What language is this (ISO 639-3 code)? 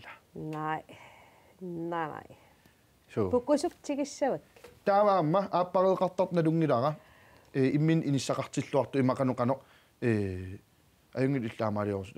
kal